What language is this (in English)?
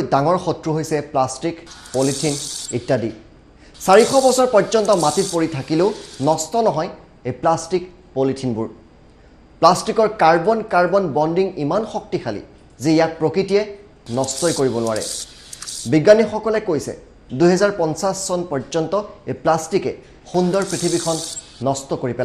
Assamese